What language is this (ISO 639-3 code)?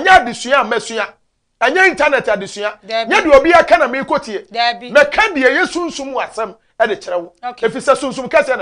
aka